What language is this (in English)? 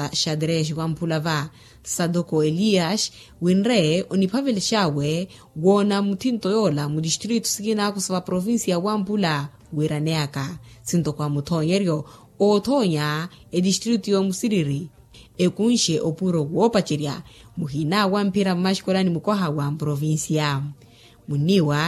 Makhuwa